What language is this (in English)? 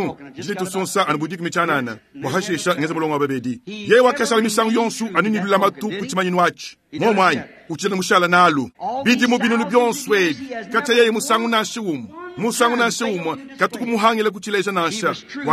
Luba-Lulua